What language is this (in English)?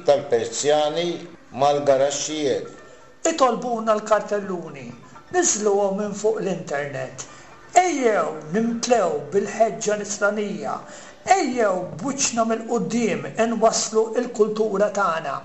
Maltese